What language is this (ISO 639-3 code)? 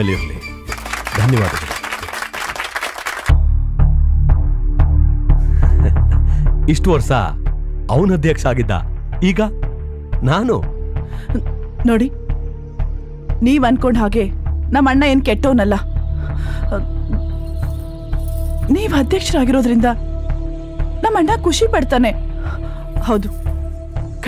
kan